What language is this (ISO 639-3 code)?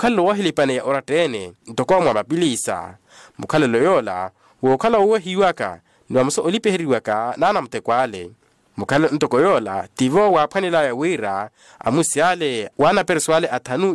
vmw